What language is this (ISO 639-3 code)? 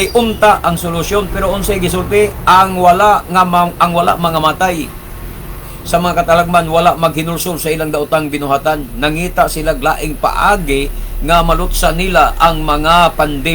ceb